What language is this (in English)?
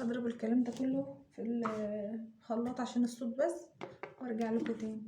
Egyptian Arabic